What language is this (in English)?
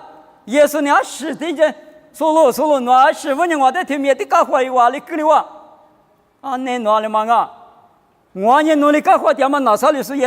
Lisu